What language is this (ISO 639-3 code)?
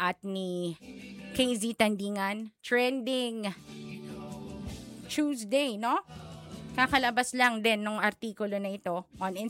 fil